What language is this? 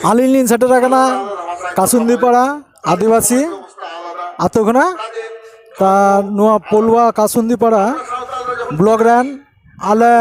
Santali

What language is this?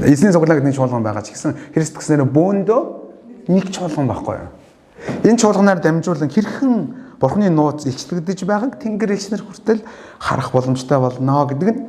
Mongolian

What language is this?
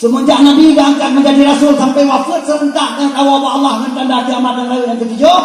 Achinese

